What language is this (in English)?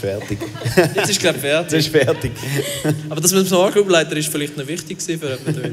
Swiss German